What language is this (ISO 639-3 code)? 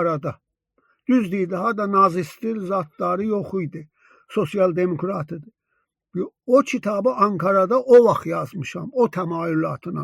azb